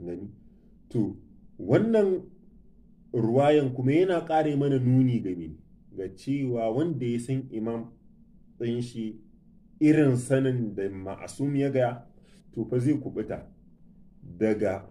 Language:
Hausa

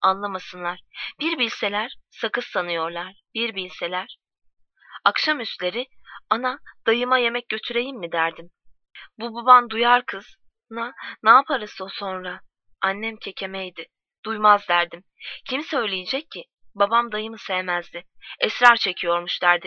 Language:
Turkish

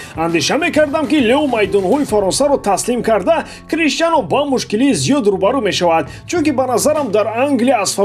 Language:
Tajik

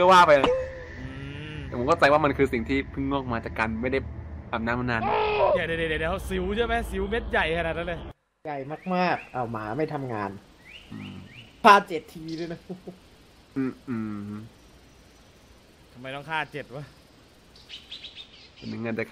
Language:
Thai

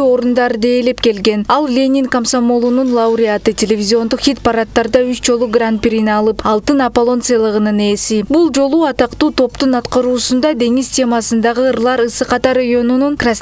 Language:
Kyrgyz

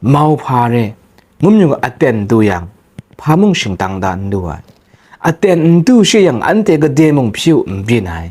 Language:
Kachin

